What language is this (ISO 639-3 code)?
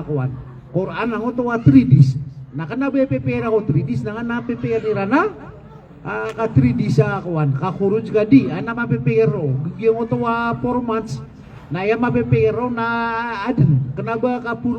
mrw